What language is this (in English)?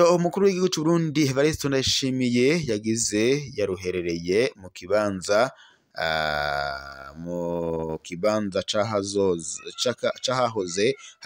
Rundi